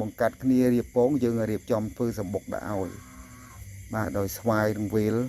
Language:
Khmer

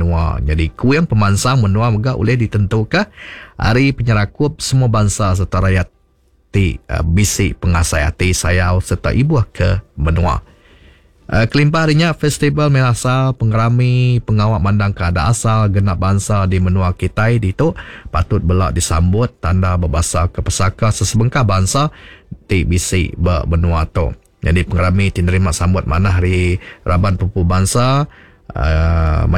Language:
Iban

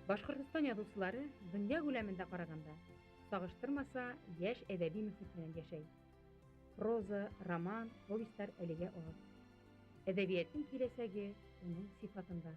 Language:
Bashkir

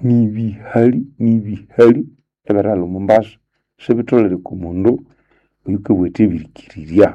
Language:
Nande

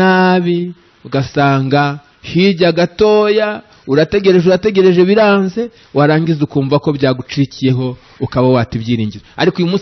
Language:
Kinyarwanda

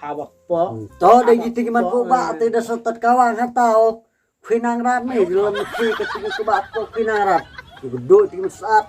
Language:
Khasi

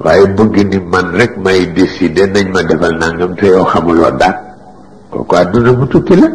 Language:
Wolof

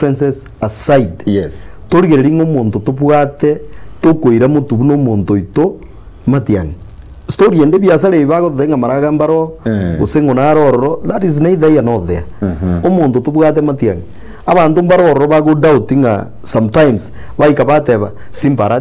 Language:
Gusii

